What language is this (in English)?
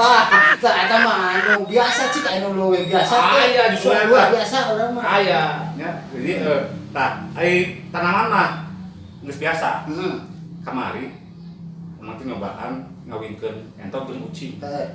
Sundanese